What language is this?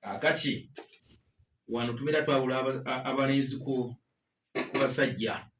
Ganda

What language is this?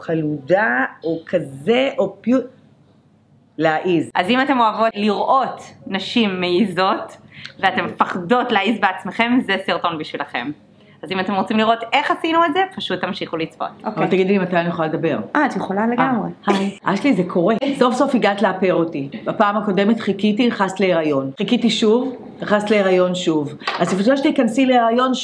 Hebrew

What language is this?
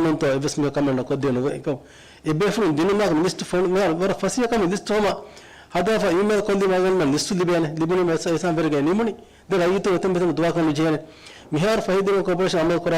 Divehi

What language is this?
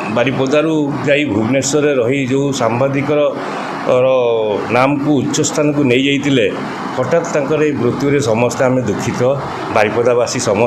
Odia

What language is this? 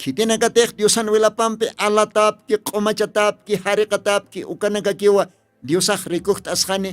Aymara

